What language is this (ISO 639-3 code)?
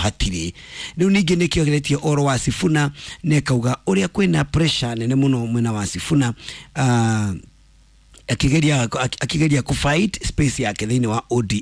kik